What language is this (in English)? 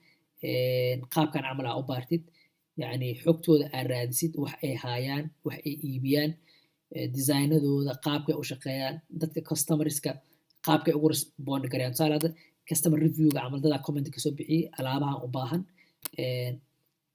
Somali